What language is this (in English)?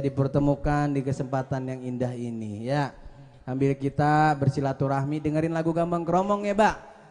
Betawi